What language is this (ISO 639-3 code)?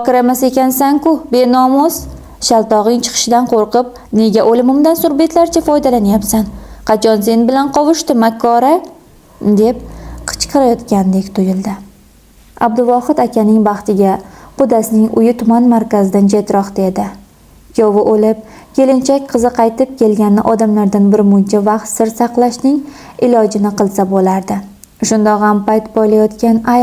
uzb